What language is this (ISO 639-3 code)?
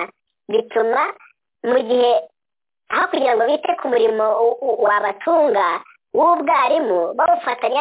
kin